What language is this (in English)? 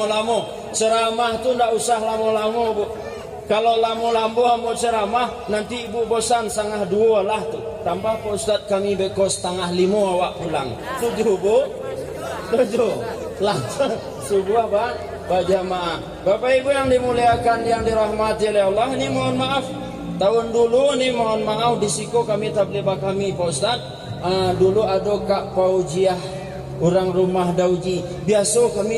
Minangkabau